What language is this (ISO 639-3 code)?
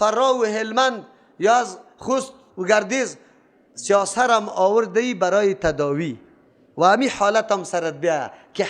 fas